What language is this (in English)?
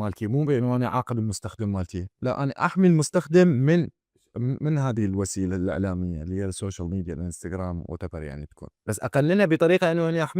Mesopotamian Arabic